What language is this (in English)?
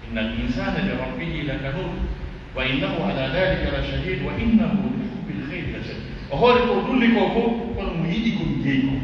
Pular